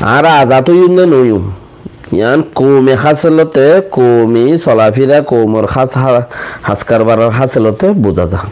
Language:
Rohingya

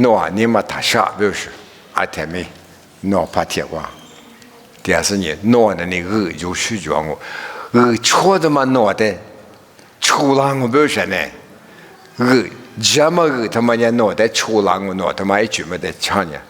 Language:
Lisu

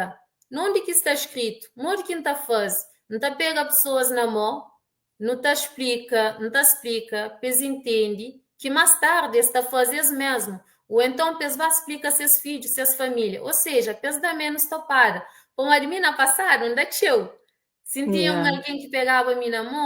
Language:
Kabuverdianu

